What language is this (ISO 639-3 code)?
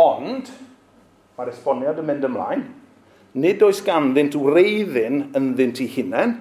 cym